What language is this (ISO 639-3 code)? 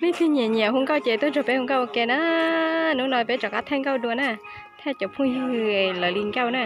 hmn